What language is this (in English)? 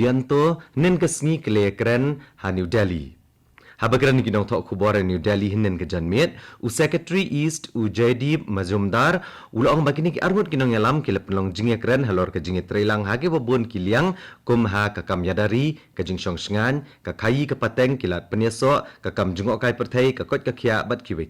Khasi